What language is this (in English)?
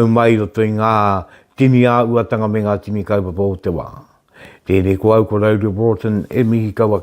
Māori